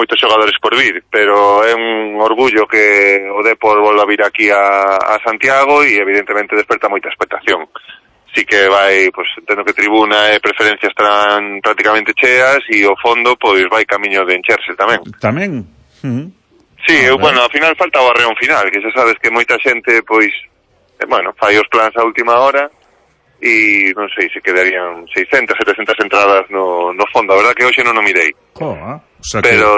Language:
Galician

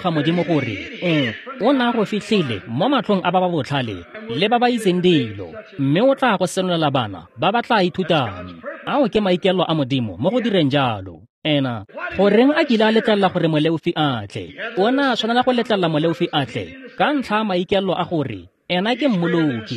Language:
Tswana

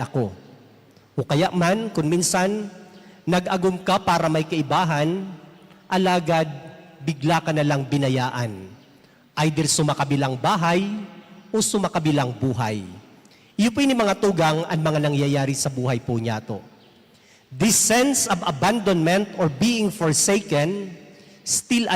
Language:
Bikol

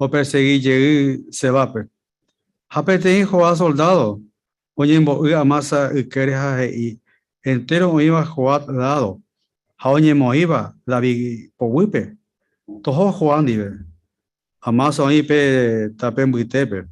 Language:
Guarani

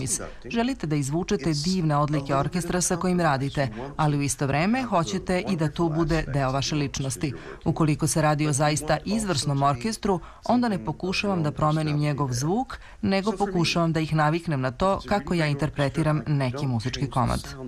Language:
Serbian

